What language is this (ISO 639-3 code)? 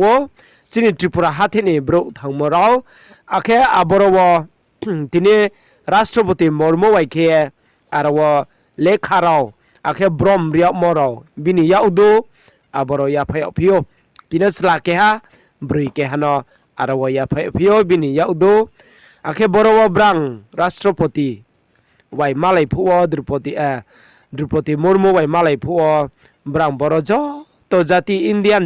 ria